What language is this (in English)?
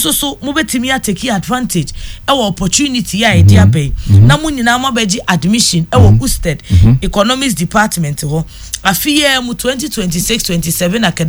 Akan